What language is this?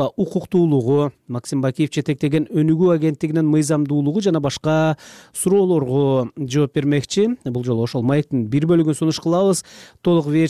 Kyrgyz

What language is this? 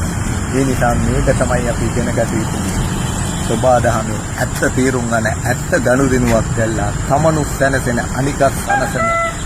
Sinhala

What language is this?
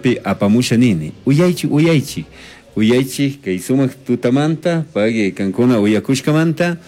Chimborazo Highland Quichua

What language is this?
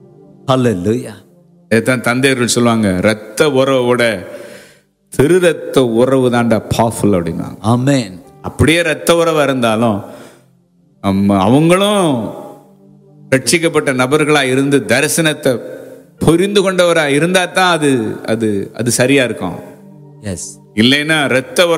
Tamil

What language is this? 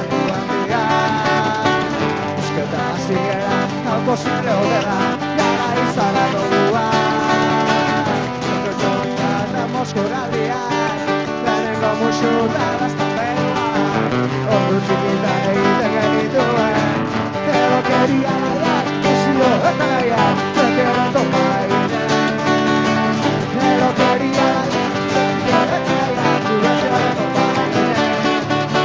Basque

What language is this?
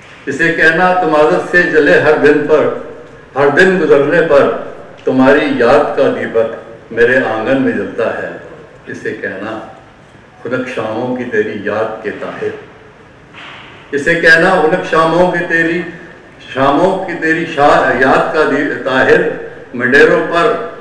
Urdu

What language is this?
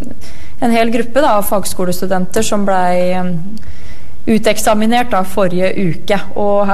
Norwegian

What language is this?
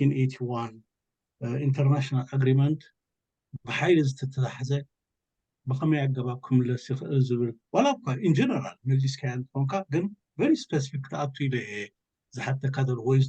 Tigrinya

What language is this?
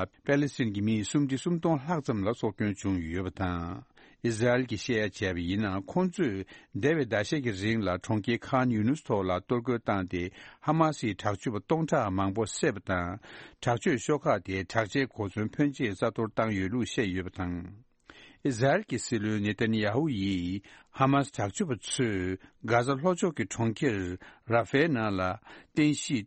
Tibetan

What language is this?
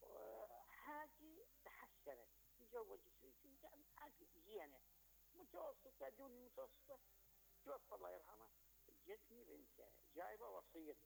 Mesopotamian Arabic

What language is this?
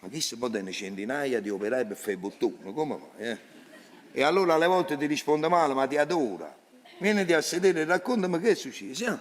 Neapolitan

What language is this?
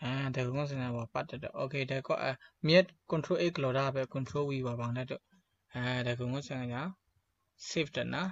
Kachin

